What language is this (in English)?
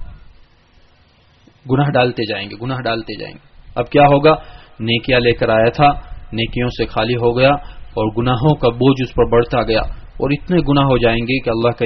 Urdu